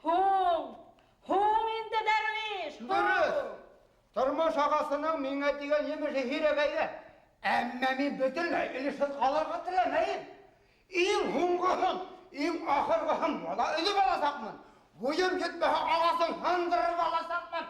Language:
Bashkir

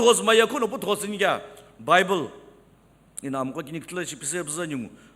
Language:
Sumi Naga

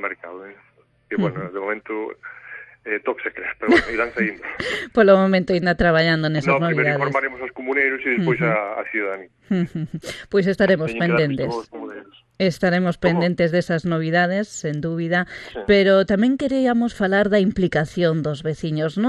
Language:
Galician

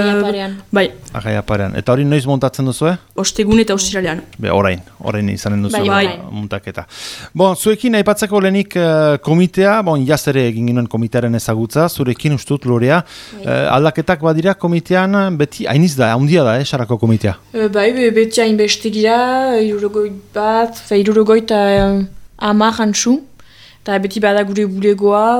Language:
Basque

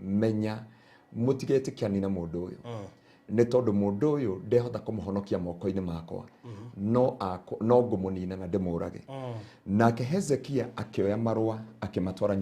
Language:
Kikuyu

